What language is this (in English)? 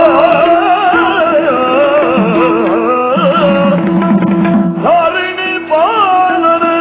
Kannada